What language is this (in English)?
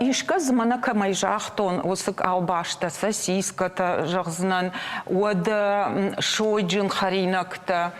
Ossetic